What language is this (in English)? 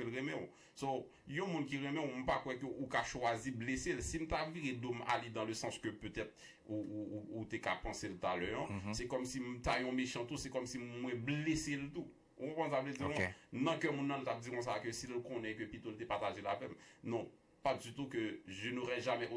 Haitian Creole